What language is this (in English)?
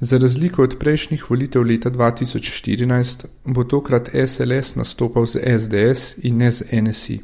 Slovenian